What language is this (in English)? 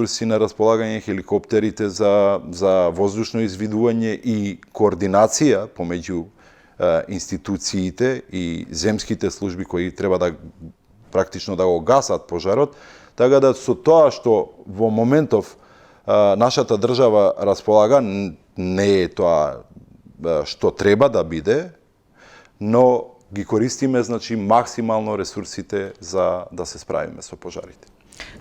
Macedonian